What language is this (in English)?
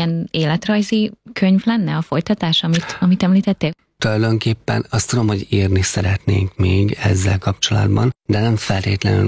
Hungarian